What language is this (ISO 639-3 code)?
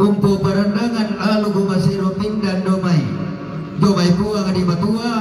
sda